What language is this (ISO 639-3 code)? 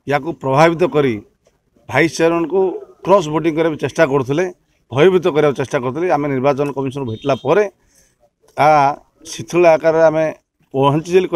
ori